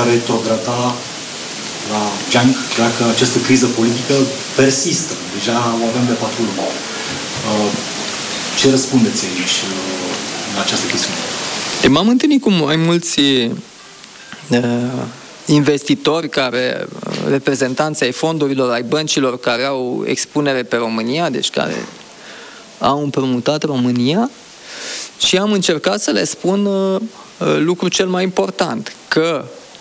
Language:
Romanian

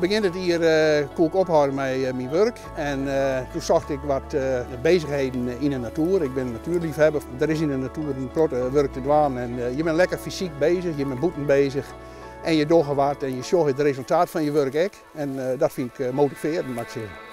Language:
Western Frisian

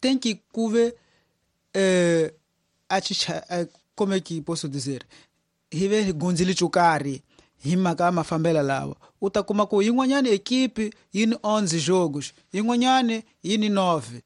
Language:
Tsonga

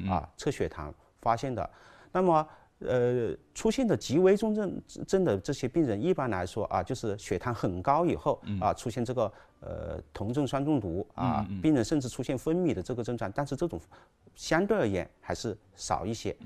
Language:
Chinese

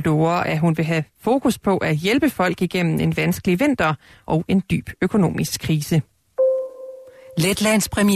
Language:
Danish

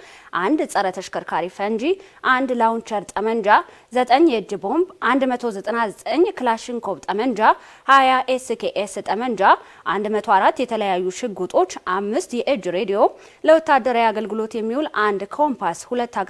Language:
Amharic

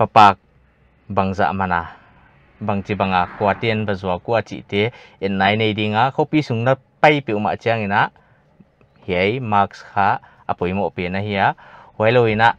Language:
Paite Chin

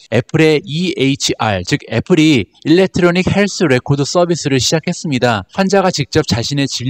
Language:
Korean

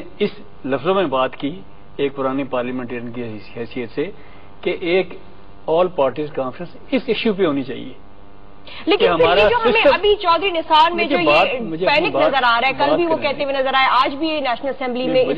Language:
Urdu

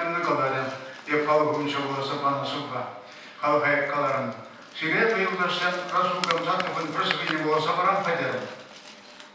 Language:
Chuvash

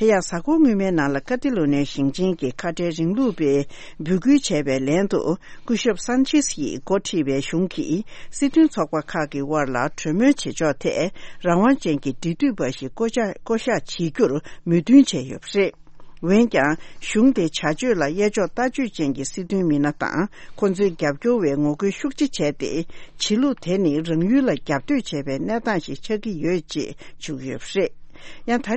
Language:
Tibetan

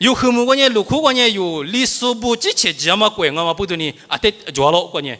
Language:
Lisu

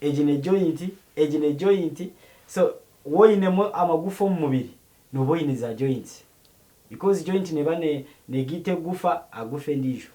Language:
Nyankole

